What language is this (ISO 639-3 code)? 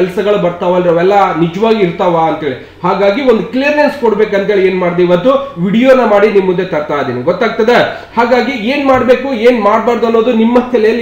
kan